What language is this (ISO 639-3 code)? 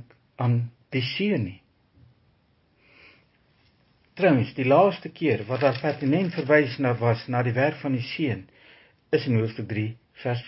afr